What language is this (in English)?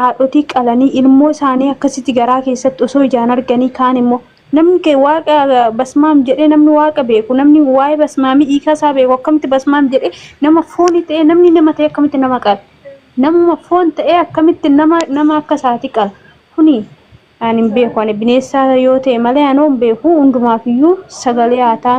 Oromo